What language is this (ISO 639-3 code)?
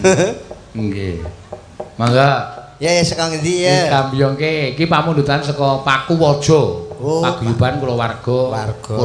jav